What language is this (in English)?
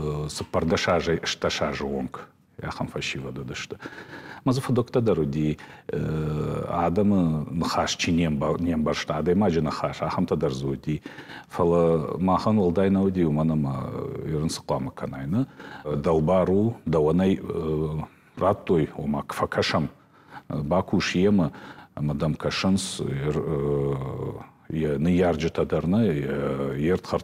Ossetic